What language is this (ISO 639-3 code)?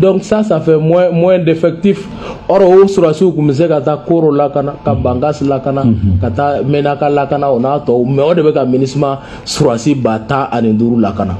bam